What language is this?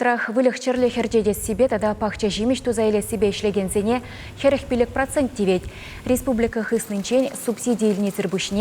Chuvash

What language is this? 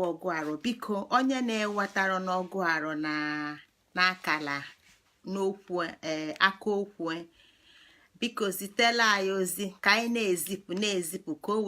Igbo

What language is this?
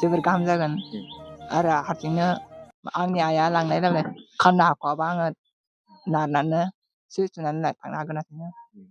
Bodo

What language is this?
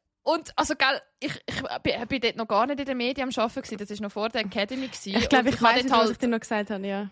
Swiss German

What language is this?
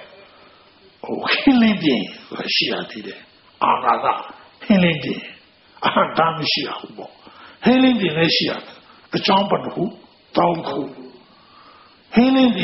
Burmese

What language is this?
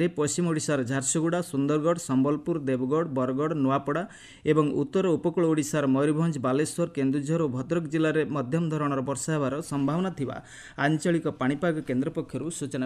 Odia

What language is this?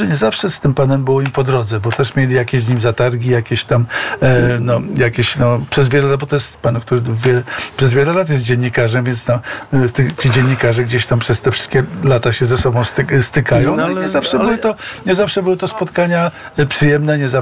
Polish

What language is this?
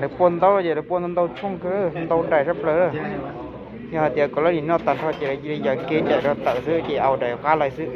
Hmong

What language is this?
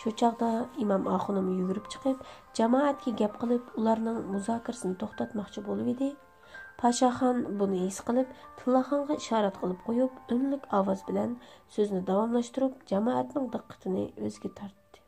Uyghur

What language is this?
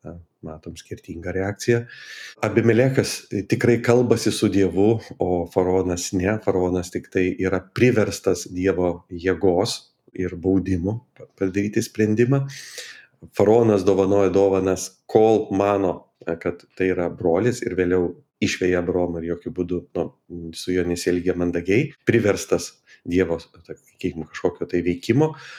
Lithuanian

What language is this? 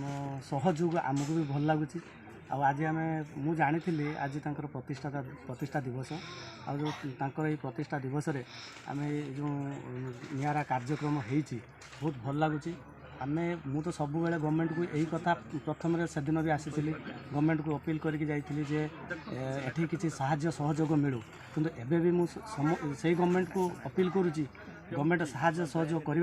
Odia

